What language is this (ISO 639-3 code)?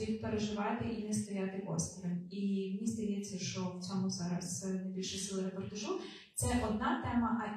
ukr